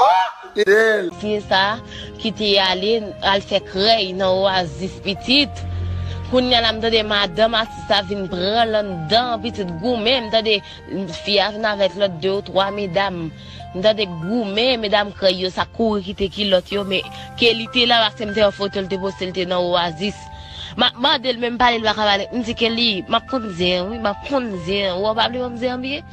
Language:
Haitian Creole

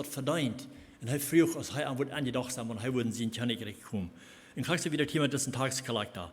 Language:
Plautdietsch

